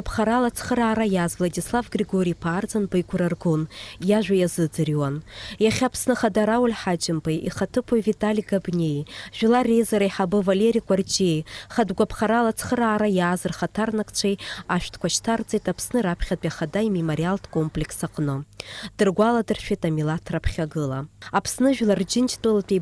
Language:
Abkhazian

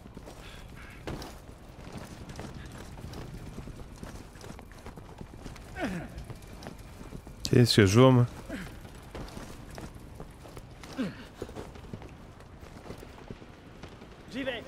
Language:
French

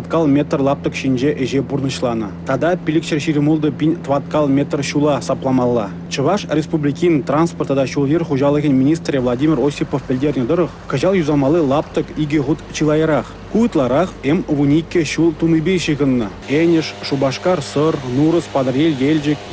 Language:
Chuvash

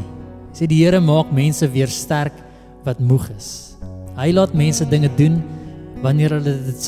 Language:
Afrikaans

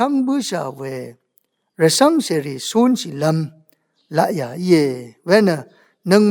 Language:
Rawang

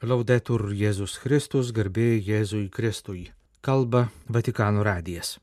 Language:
Lithuanian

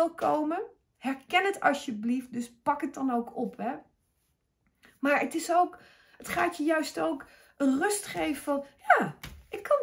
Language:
Dutch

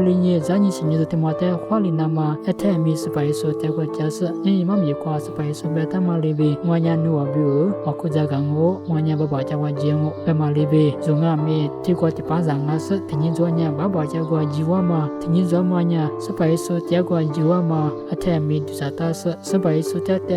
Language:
Lisu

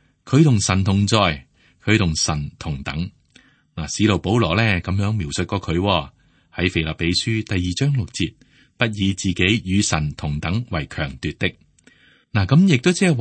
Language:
Cantonese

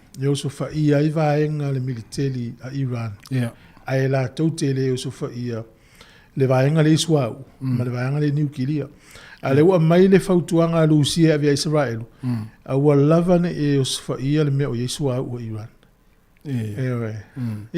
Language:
Samoan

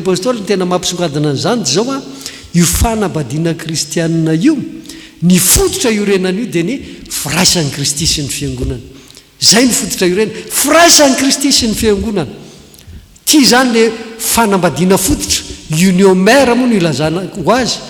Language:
Malagasy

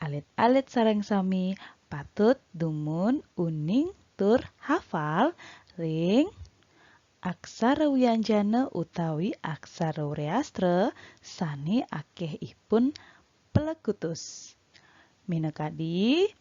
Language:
Balinese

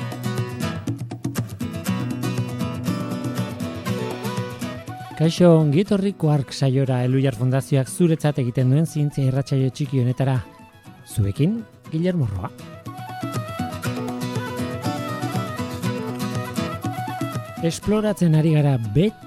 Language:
Basque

